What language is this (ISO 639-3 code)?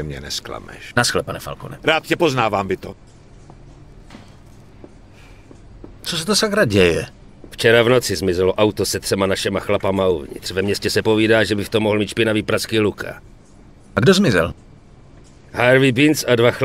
ces